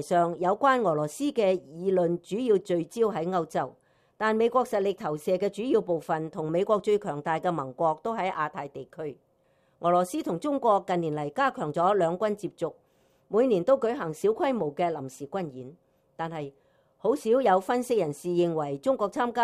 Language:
Cantonese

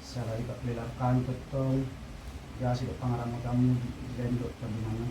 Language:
Batak Toba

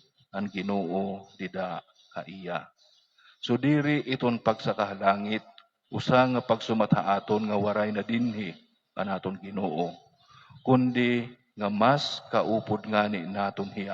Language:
Waray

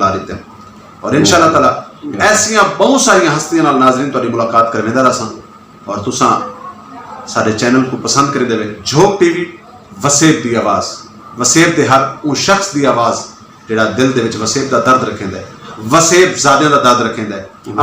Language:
Saraiki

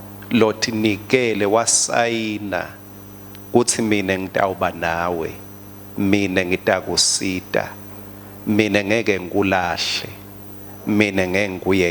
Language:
Swati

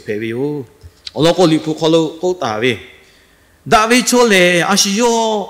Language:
Lahu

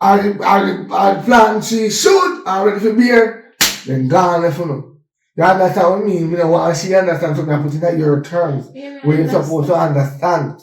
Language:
Jamaican Creole English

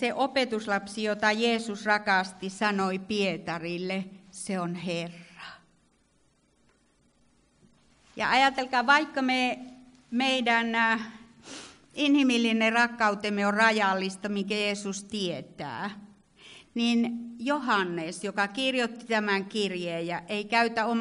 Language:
Finnish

